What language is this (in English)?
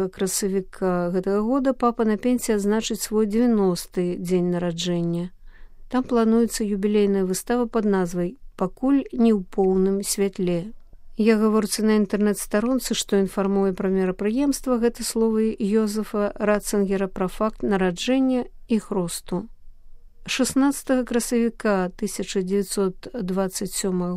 Belarusian